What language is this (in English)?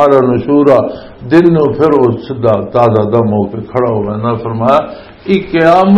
Western Panjabi